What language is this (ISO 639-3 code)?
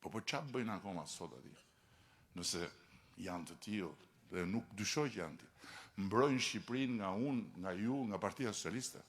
sqi